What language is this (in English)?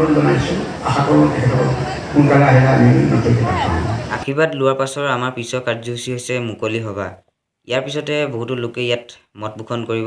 Assamese